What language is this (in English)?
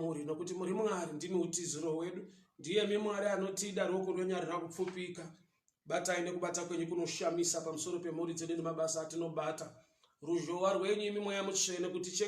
Shona